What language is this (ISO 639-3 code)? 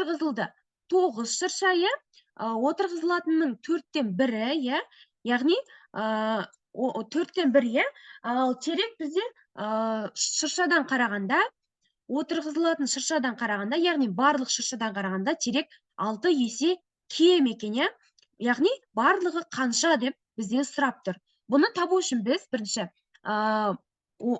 kaz